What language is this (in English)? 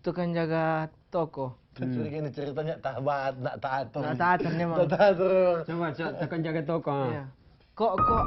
Manado Malay